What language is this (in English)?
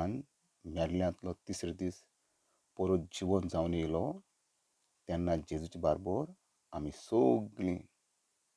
Konkani